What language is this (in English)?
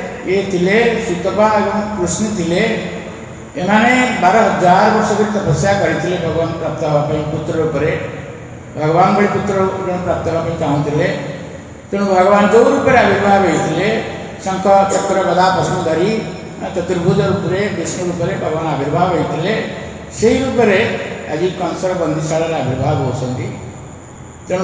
Odia